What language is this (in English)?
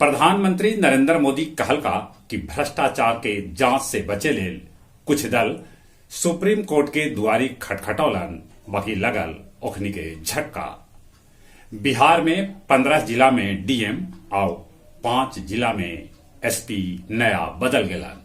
Magahi